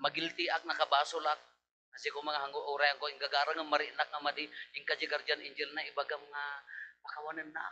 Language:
Iloko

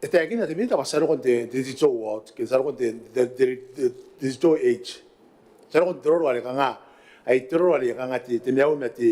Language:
Gilbertese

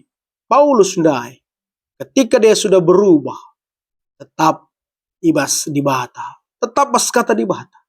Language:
Batak Karo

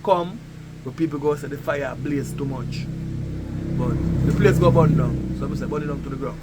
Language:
Jamaican Creole English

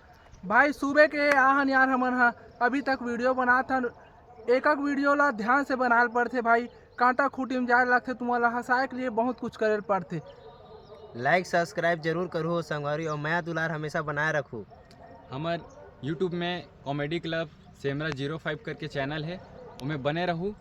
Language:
Chhattisgarhi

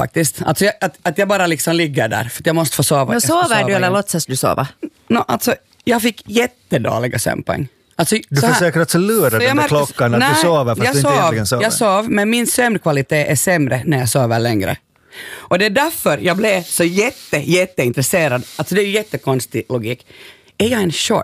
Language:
Swedish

